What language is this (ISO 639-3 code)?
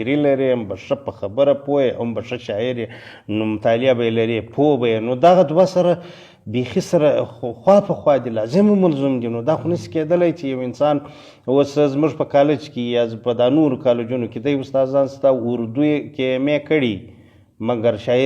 pus